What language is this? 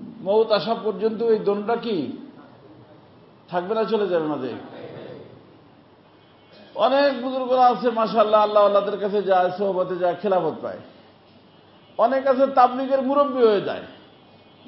Bangla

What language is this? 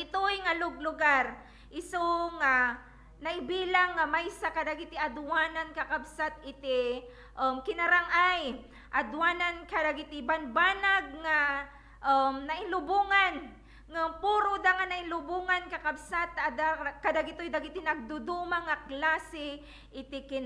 Iloko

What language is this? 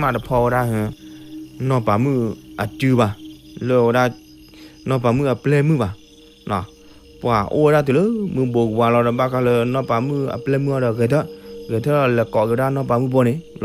S'gaw Karen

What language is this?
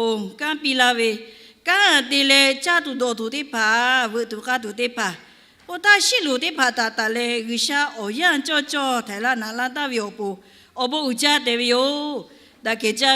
Lahu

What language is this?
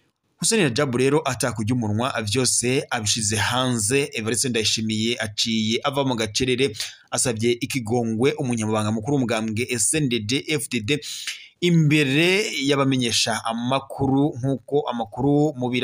Rundi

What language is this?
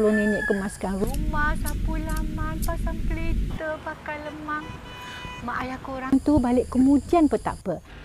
Malay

